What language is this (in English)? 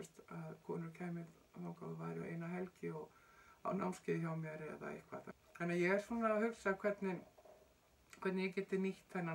Icelandic